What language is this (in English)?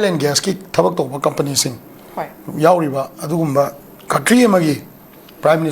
Manipuri